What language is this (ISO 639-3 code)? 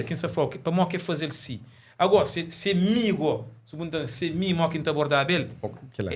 kea